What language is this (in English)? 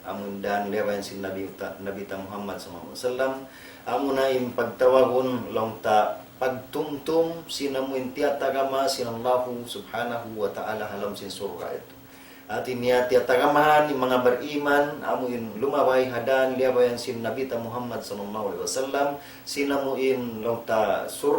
Tausug